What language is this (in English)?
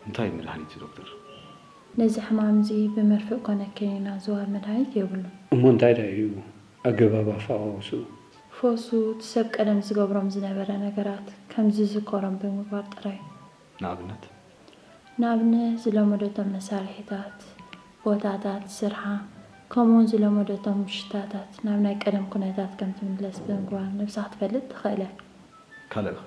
Tigrinya